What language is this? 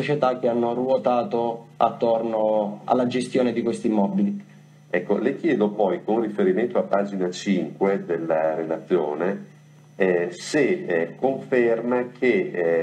Italian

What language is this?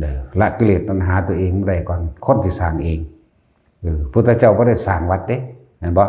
Northeastern Thai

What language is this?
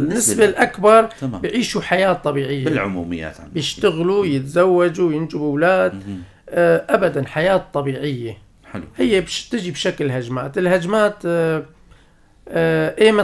North Levantine Arabic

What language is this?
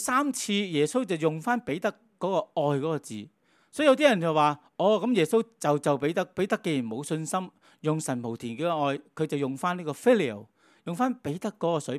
Cantonese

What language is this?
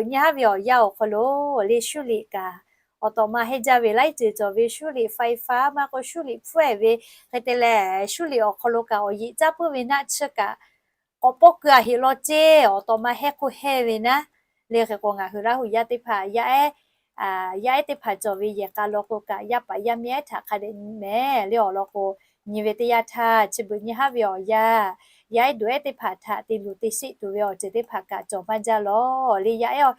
Lahu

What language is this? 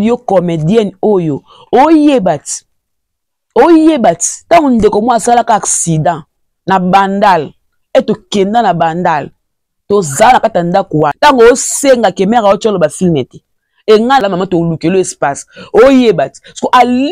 Lingala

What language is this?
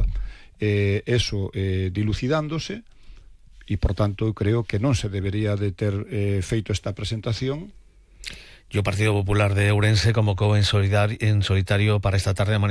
Galician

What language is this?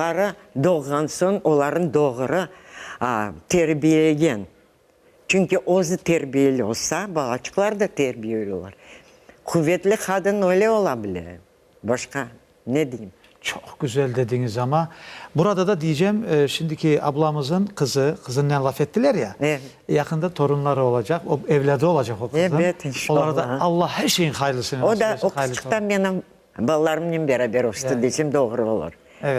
Crimean Tatar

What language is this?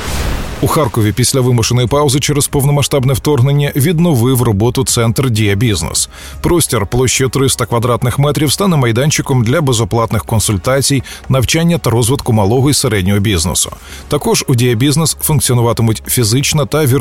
Ukrainian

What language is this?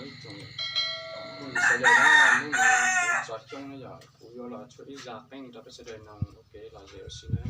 Hmong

